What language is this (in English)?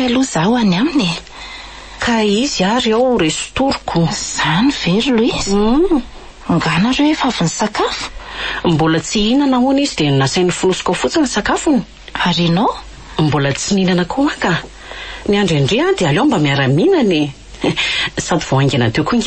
Malagasy